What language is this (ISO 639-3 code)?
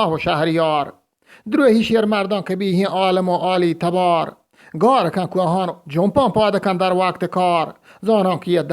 bgp